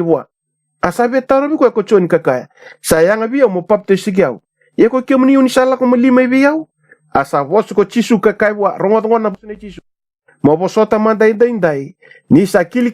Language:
Fijian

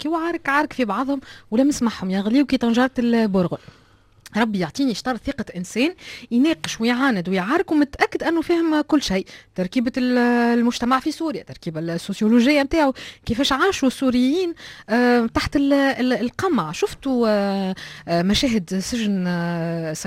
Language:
Tunisian Arabic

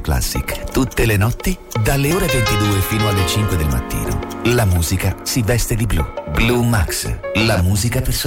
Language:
Italian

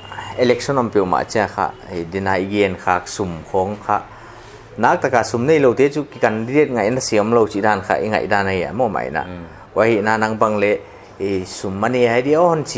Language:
Paite Chin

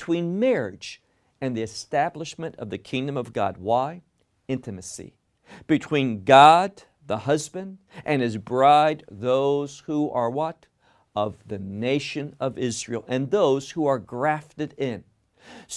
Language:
English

